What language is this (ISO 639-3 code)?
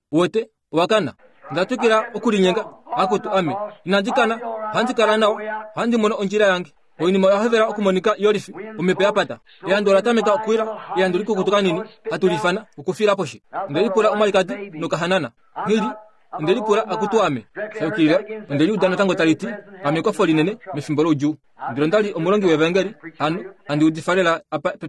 kua